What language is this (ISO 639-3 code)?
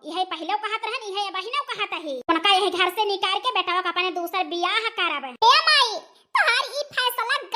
awa